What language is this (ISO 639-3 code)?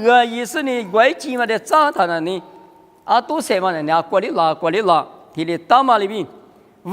lis